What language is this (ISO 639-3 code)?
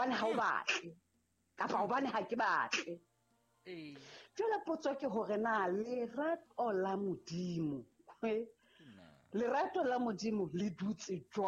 sot